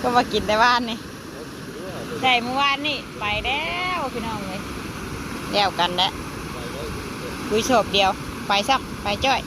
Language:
Northeastern Thai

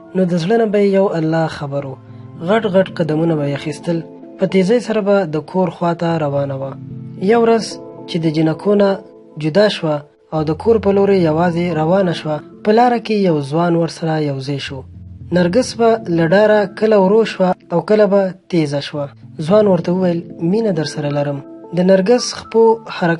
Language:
Pashto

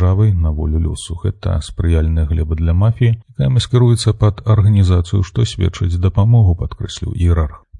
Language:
Belarusian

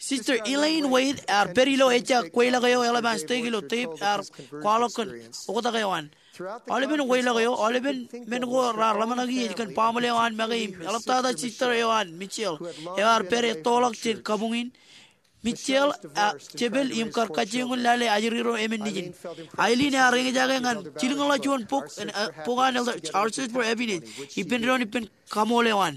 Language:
Marshallese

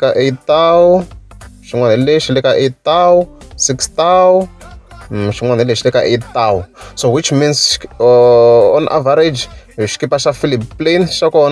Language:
Tsonga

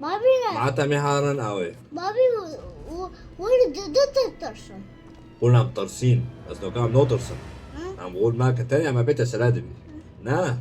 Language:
Kurdish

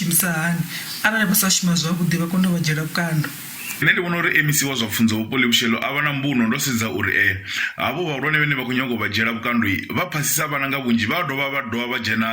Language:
Venda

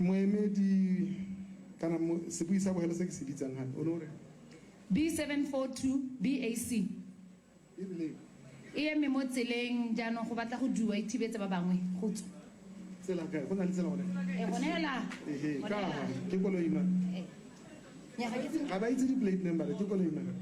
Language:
Tswana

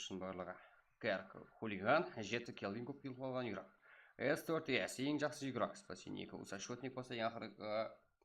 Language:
Kara-Kalpak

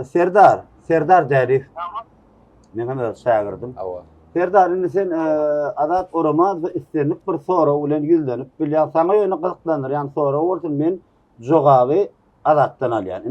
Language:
Turkmen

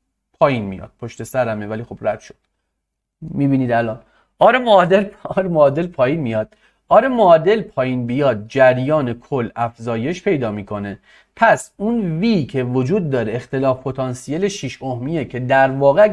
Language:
Persian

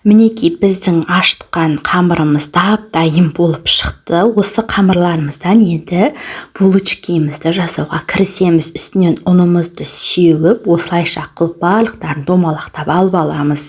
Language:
Kazakh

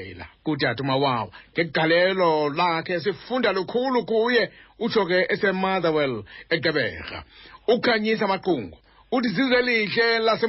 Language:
Xhosa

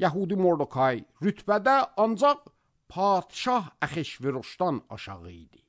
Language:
Azerbaijani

